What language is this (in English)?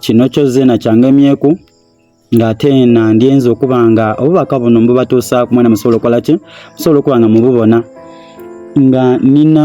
Soga